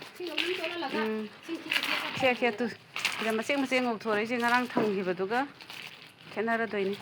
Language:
Manipuri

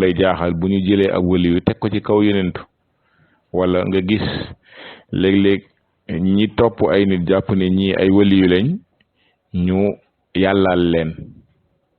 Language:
Wolof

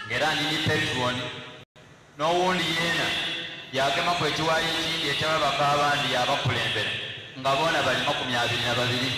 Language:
Soga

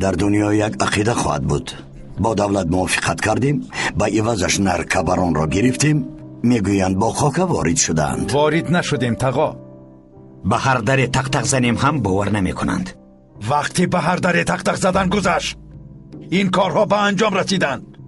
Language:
Persian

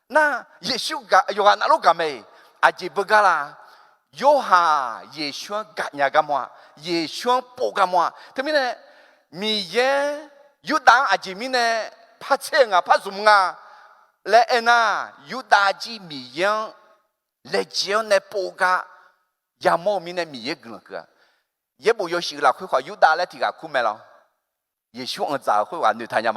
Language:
Akha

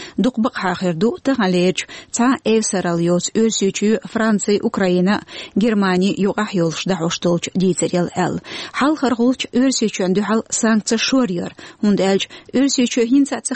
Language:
Chechen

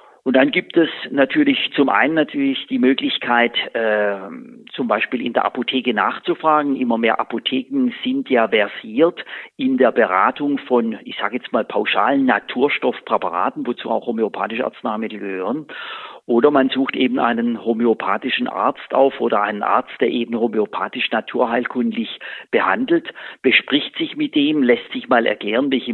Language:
German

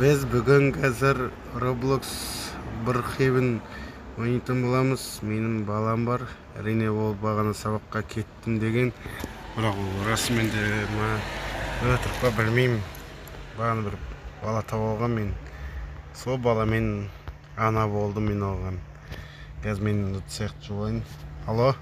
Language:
Kazakh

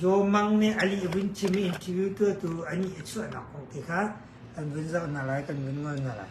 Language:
Hakha Chin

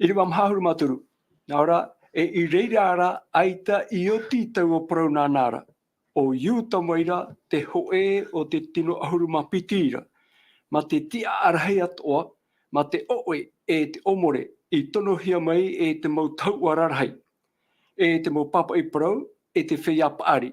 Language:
Tahitian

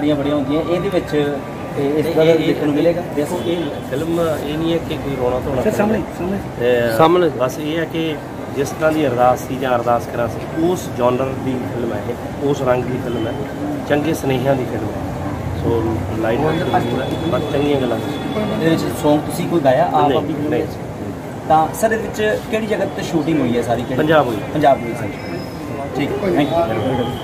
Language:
Punjabi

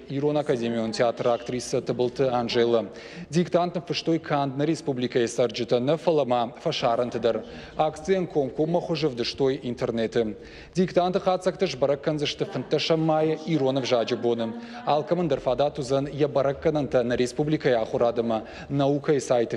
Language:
Ossetic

